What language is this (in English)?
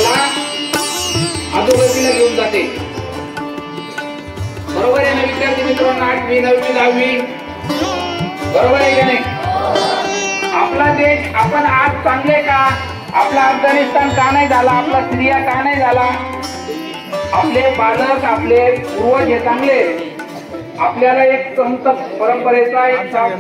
Marathi